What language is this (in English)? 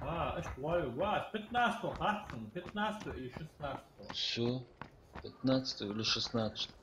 Ingush